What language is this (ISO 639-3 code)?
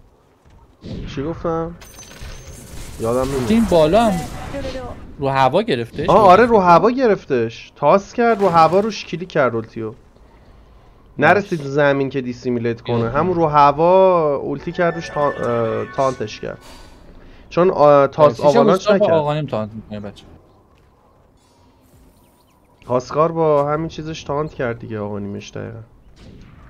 fas